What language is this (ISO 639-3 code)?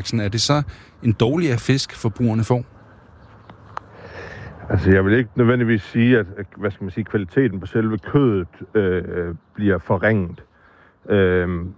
dan